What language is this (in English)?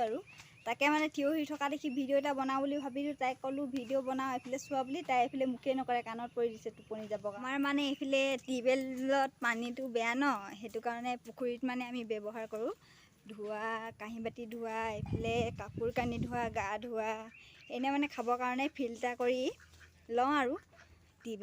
Assamese